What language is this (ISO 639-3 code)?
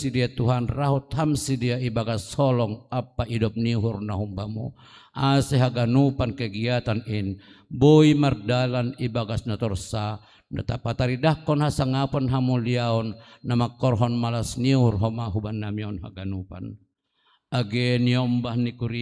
bts